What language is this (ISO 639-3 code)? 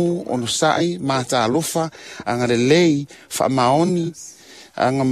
smo